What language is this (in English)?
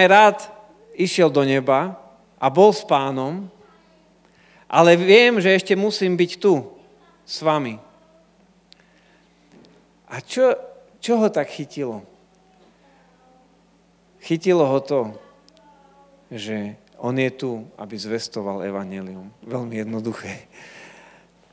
Slovak